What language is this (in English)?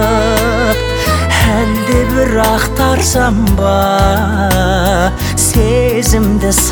Kazakh